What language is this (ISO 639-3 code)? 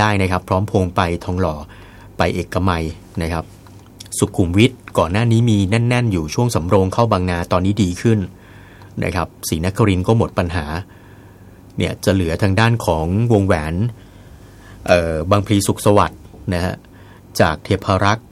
tha